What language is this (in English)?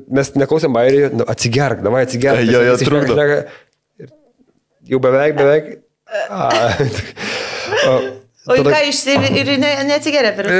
Lithuanian